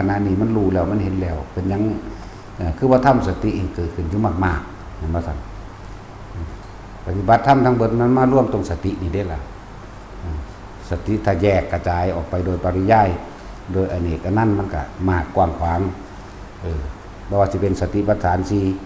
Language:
Lao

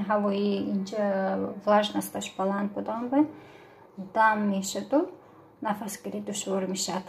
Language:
Tajik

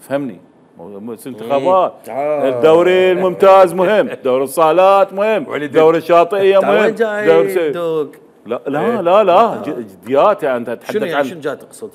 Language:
Mesopotamian Arabic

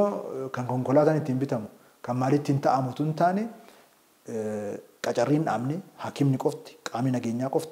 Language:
Oromo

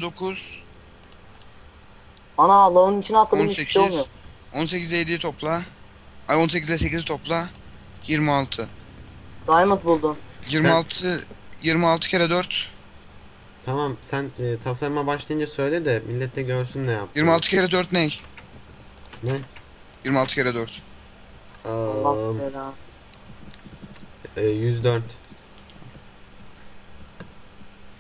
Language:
Turkish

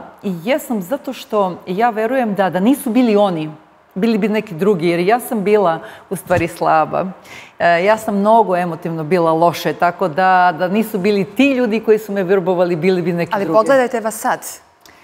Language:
Serbian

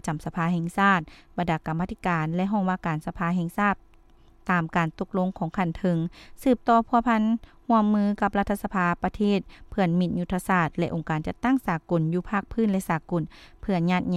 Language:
Lao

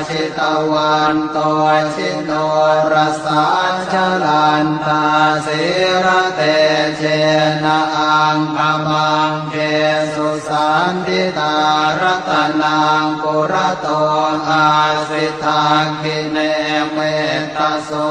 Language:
Pali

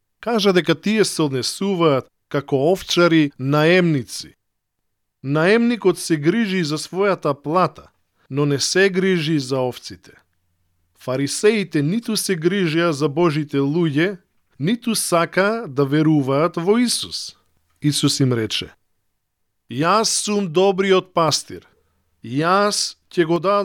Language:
Macedonian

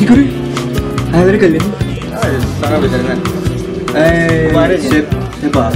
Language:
Yakut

